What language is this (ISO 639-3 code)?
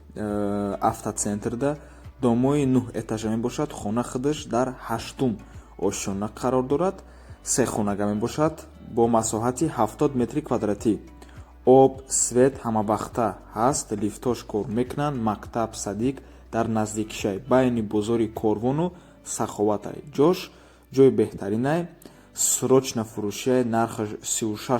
tgk